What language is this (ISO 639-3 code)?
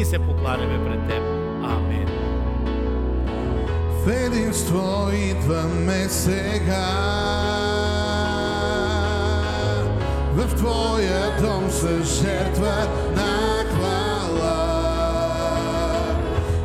bul